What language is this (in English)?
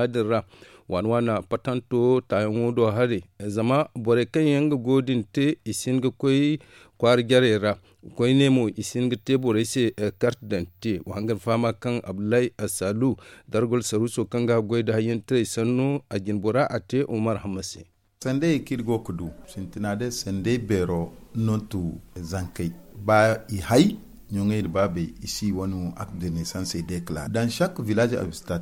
Zarma